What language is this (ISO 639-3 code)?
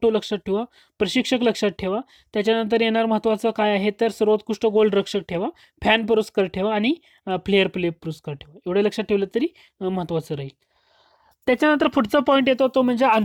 mar